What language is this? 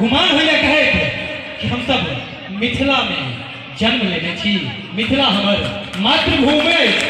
Maithili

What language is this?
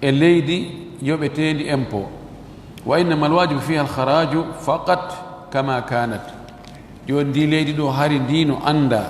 Fula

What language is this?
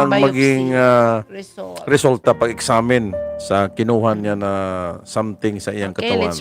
Waray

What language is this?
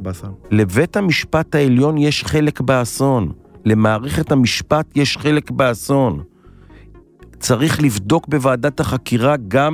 Hebrew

